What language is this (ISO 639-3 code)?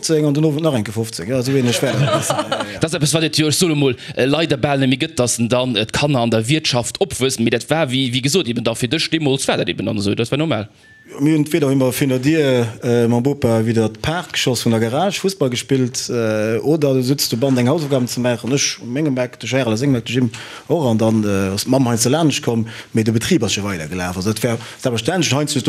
ltz